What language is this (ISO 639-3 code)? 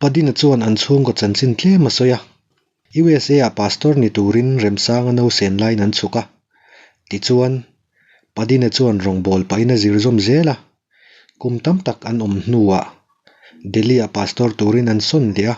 lus